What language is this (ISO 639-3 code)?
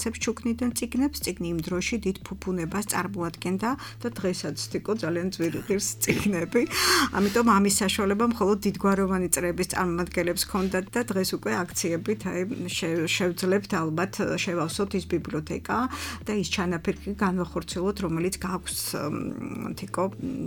kat